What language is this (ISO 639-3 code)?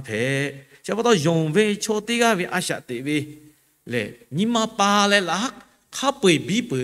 lhu